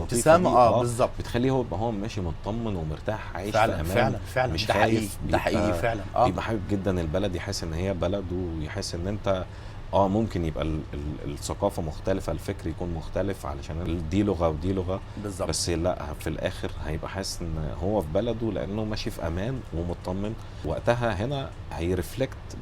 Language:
Egyptian Arabic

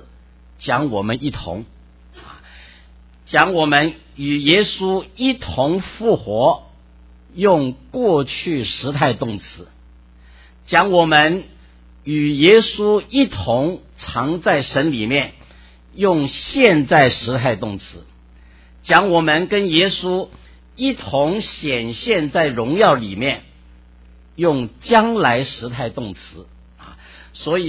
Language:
Chinese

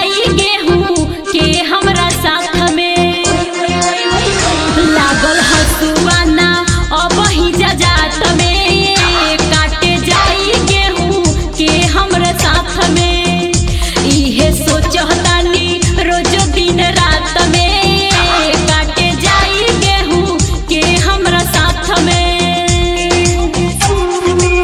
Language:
Bhojpuri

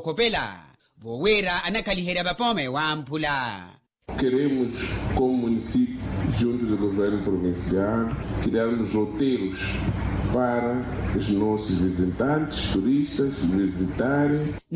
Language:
Makhuwa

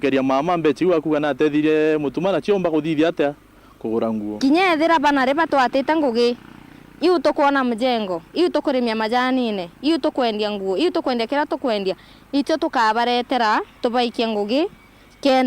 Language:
Meru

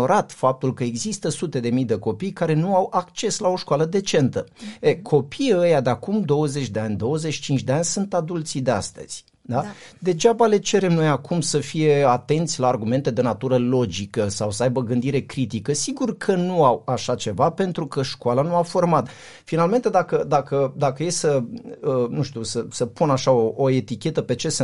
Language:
Romanian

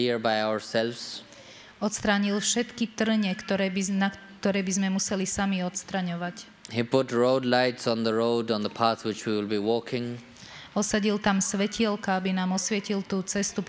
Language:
Slovak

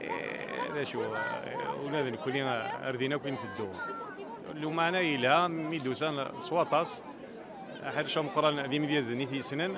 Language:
Kabyle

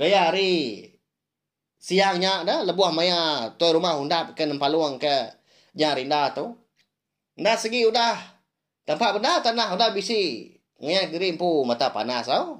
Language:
Iban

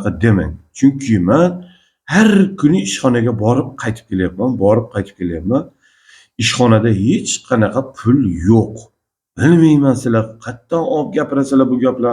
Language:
Uzbek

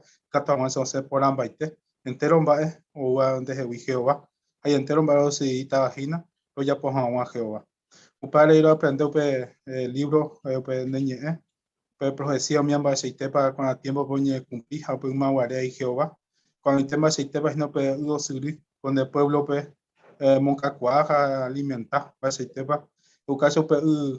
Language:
Guarani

